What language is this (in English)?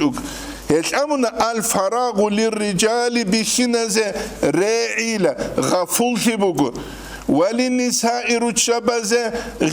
Avaric